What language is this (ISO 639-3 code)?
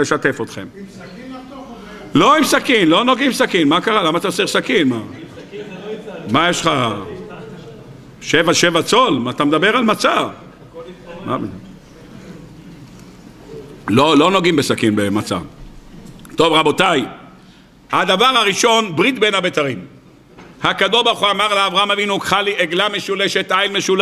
heb